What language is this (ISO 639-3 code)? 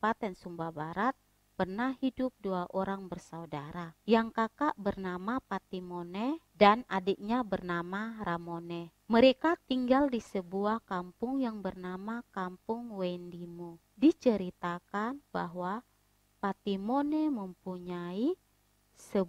ind